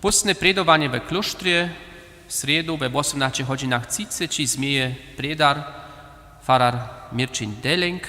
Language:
Upper Sorbian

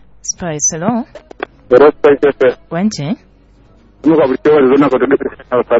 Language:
Nyoro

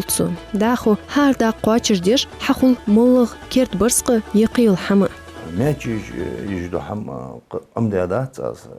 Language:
Ingush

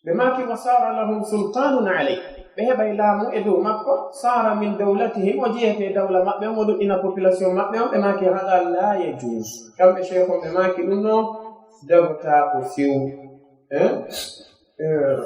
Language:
Pular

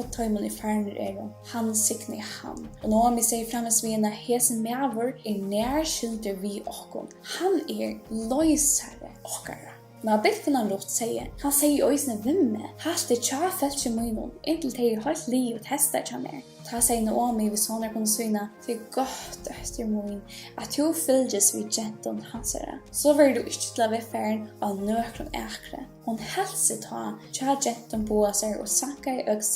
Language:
Faroese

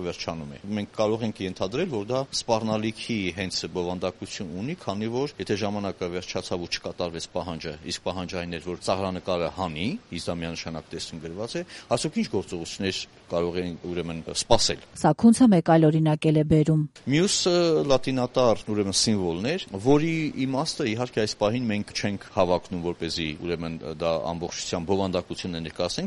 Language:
Armenian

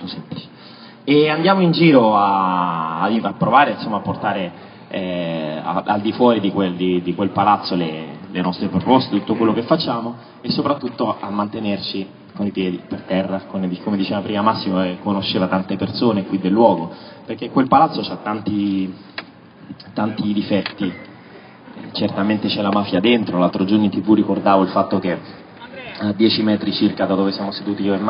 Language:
Italian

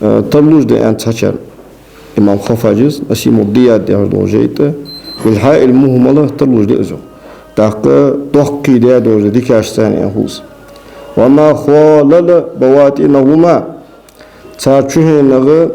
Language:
Ingush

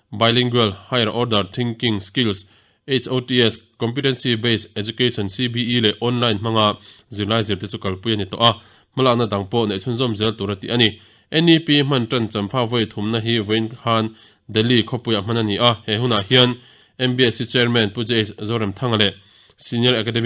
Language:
Mizo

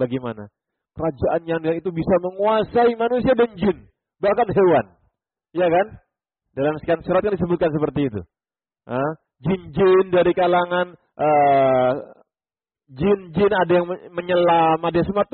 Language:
Indonesian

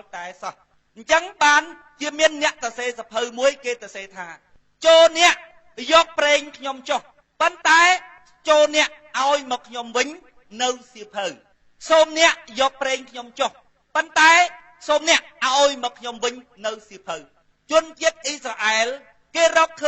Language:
Khmer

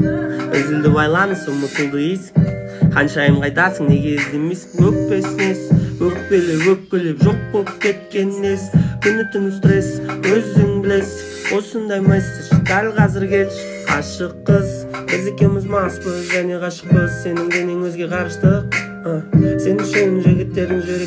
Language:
Kazakh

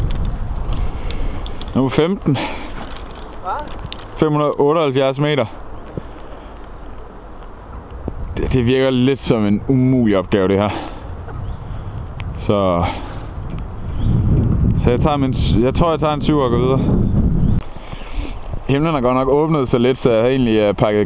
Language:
Danish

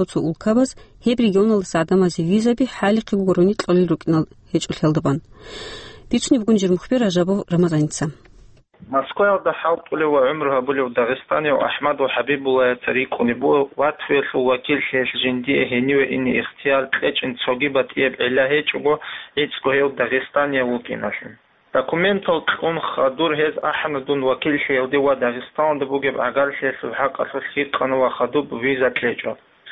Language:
Avaric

